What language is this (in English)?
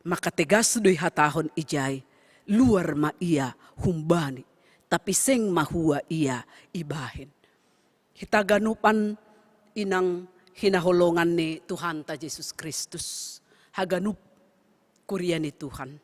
Batak Simalungun